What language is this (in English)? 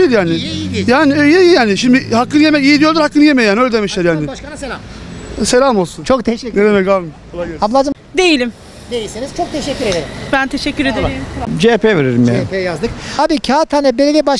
Turkish